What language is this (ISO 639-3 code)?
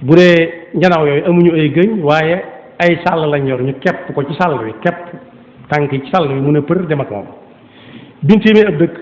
wol